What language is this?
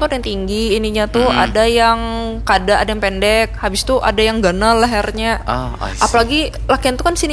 Banjar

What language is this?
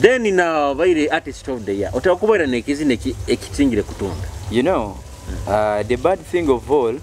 Nyoro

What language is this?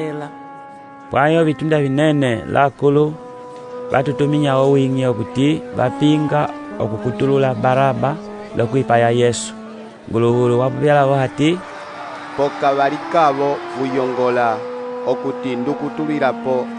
Umbundu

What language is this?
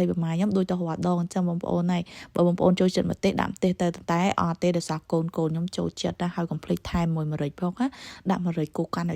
Khmer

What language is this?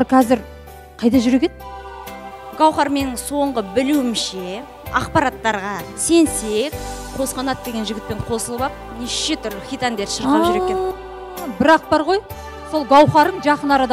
Kazakh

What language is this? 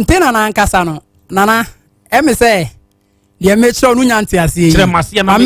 Akan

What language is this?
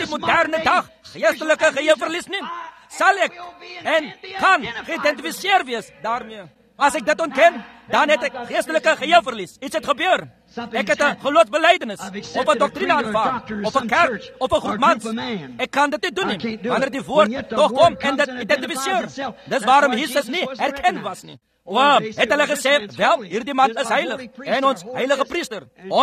Afrikaans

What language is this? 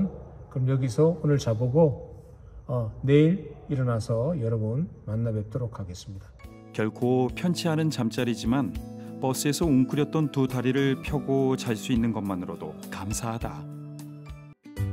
Korean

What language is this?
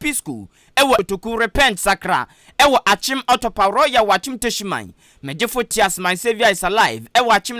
Akan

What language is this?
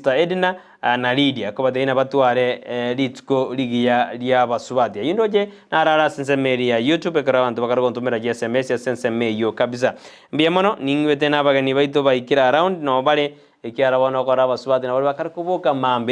Gusii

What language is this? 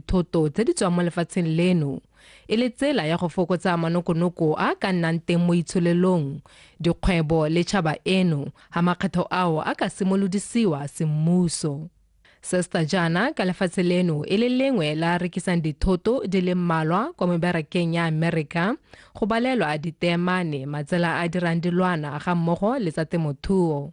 Tswana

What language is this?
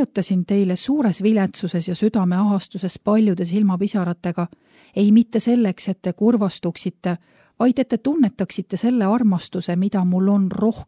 Estonian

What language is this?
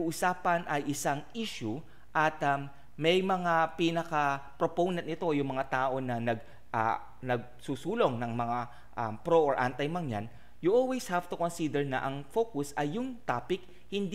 Filipino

